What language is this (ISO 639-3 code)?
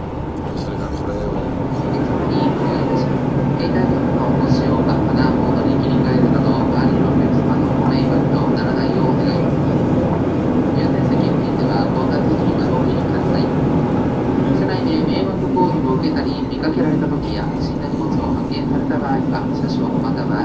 jpn